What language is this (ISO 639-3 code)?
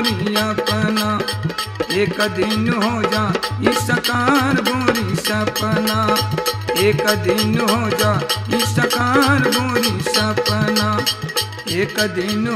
bho